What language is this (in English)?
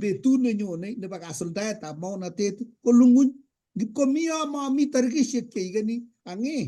Kalenjin